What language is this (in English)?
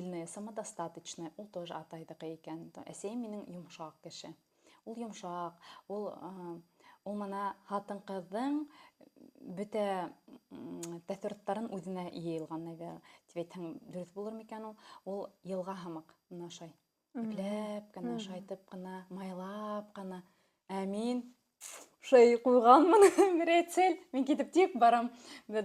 Bashkir